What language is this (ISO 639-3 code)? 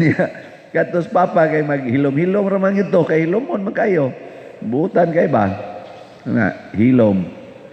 ceb